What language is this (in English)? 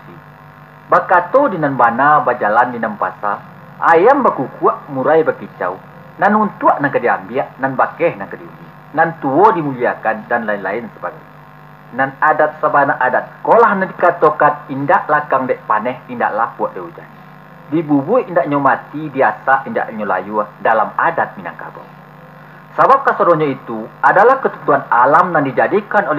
Minangkabau